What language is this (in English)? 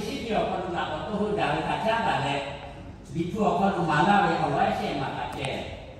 Lahu